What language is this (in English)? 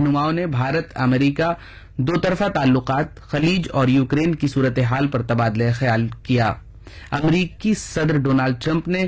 Urdu